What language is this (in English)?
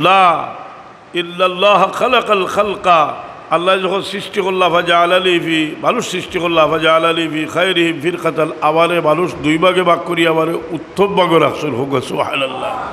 Sylheti